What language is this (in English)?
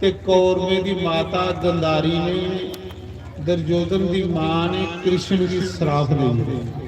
Dogri